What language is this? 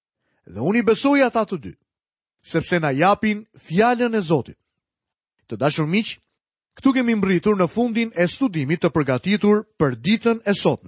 Albanian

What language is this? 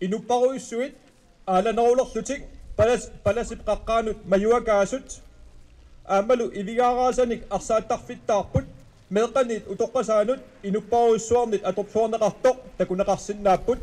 Kalaallisut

